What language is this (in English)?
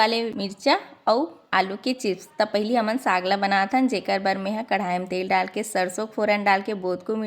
Chhattisgarhi